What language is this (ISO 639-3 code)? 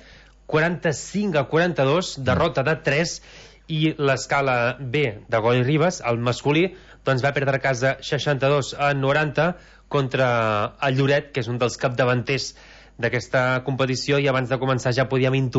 cat